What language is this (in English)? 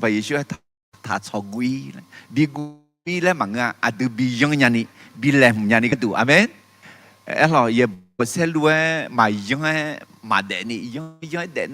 Akha